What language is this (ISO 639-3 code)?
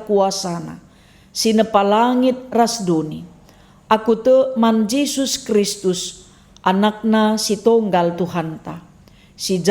btx